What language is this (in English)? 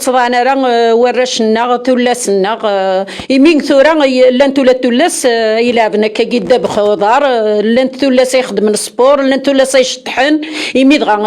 Kabyle